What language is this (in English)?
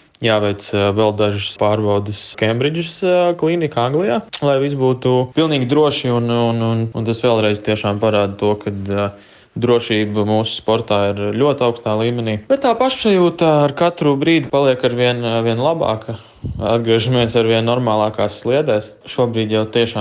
Latvian